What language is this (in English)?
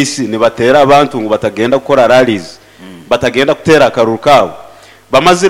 Nyoro